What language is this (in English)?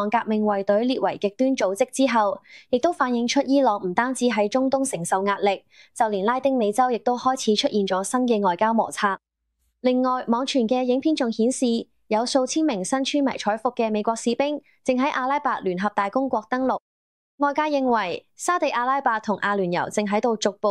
Cantonese